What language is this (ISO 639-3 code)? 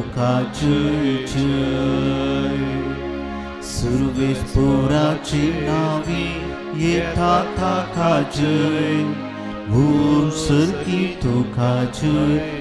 kok